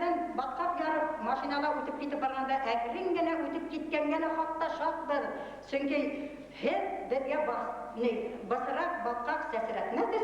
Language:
Bashkir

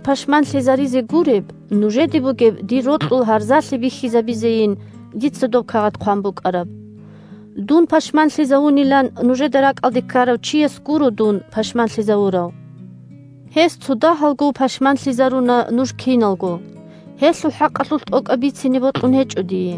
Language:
Avaric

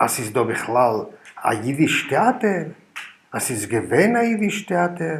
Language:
Yiddish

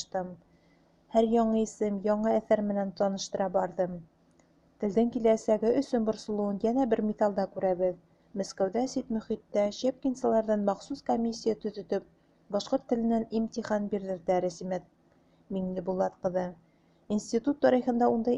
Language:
Bashkir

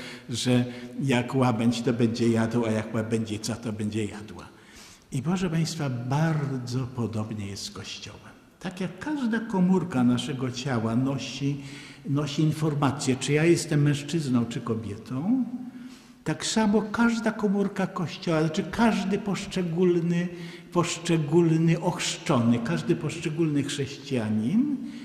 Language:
Polish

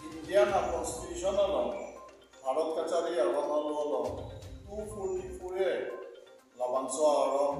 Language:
Karbi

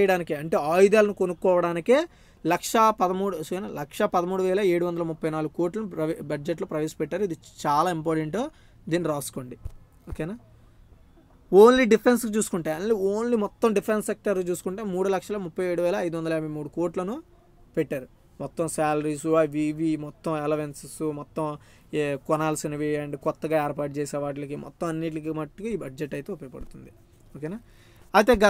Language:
Telugu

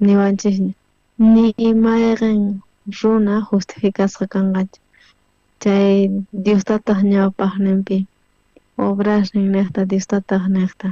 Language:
South Bolivian Quechua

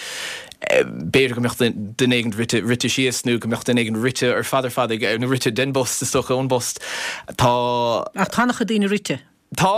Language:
Irish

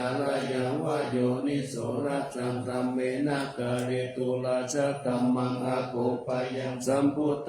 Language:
Pali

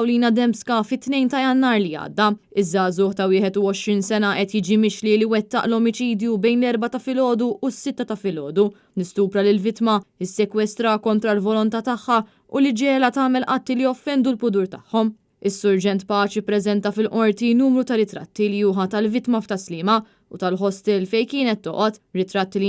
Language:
Maltese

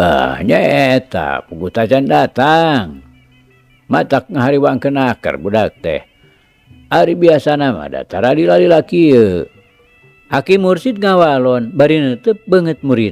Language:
Sundanese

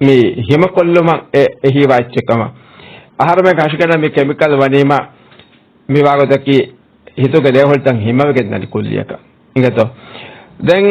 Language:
Divehi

